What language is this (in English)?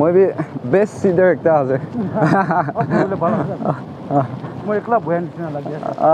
Naga Pidgin